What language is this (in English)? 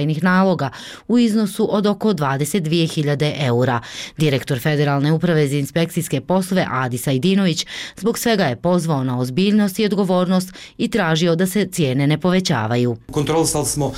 Bosnian